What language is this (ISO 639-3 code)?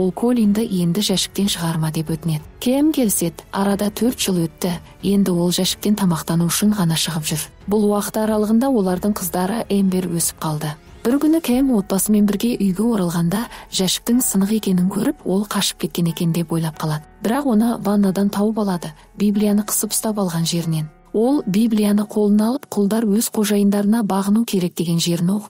kaz